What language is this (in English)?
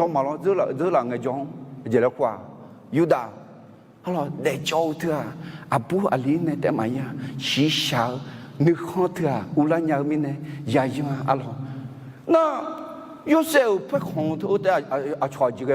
Akha